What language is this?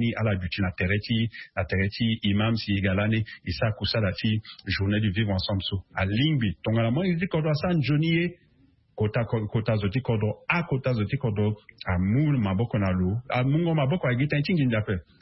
Sango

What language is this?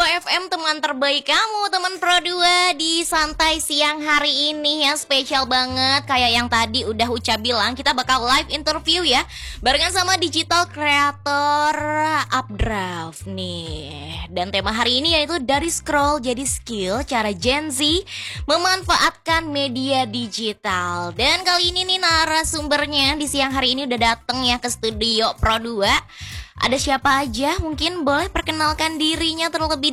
Indonesian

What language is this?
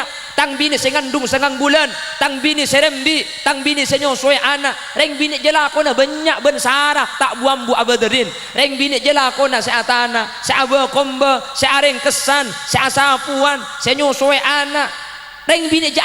Madurese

